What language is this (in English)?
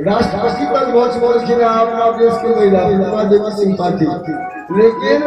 Maithili